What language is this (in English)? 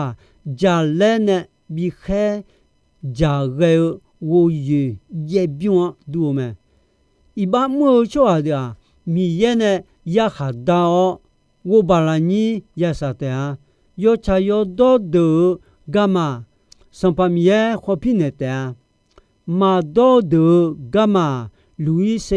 Akha